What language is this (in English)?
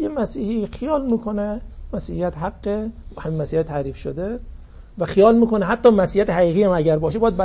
Persian